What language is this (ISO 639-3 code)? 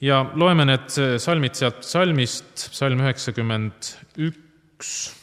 est